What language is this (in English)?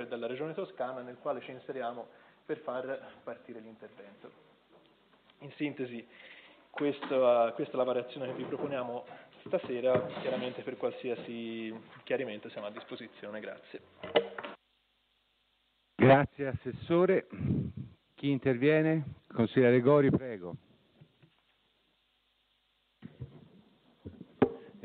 Italian